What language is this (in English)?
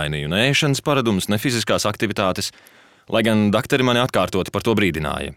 Latvian